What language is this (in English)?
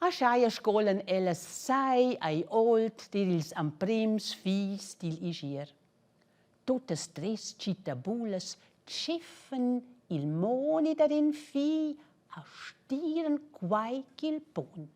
Romansh